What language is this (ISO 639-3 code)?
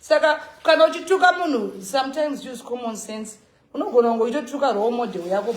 sna